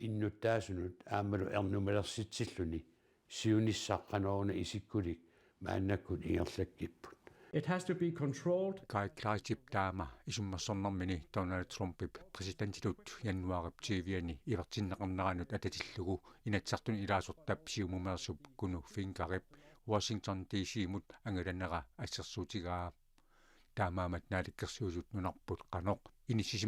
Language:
Kalaallisut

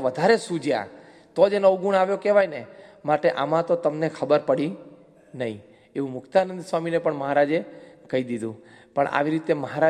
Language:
Gujarati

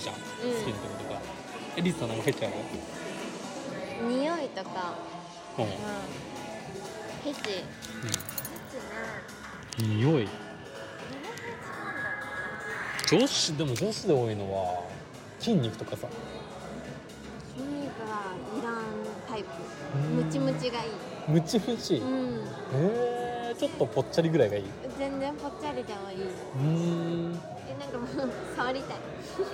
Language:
Japanese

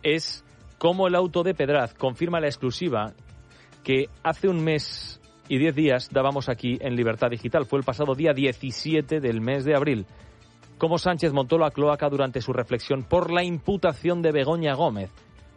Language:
Spanish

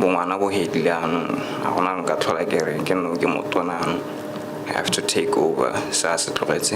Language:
Tswana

